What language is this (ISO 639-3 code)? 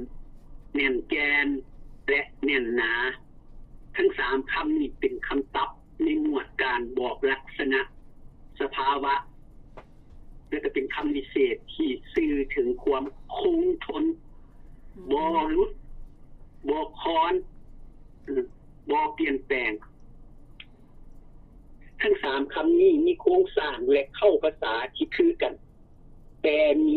lao